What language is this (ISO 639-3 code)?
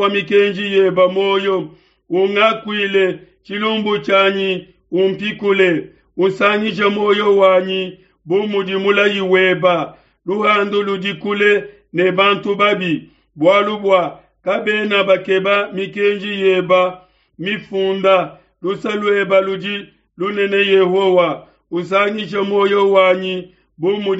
lua